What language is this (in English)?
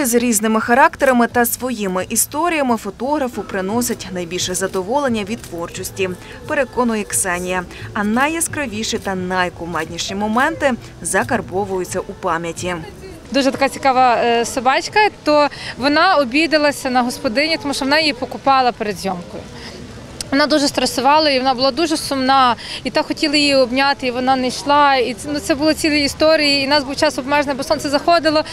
Ukrainian